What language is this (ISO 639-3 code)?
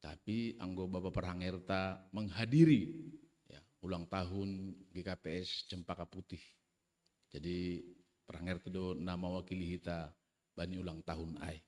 bts